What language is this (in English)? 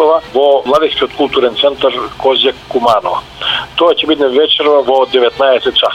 Macedonian